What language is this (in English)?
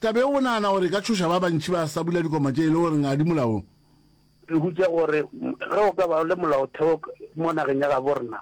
Northern Sotho